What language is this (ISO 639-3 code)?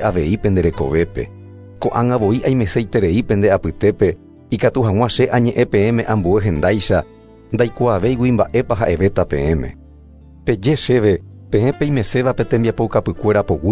grn